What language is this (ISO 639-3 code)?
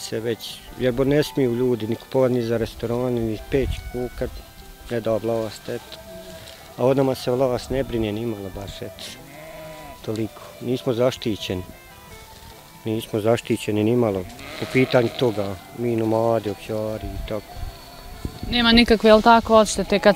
bos